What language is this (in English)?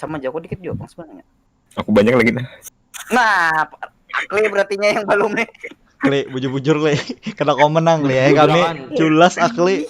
Banjar